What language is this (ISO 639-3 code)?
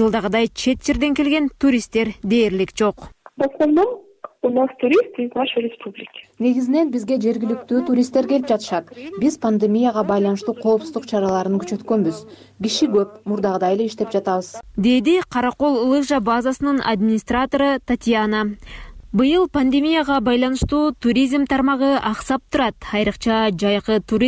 kir